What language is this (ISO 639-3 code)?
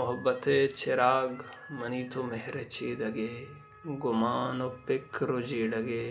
bal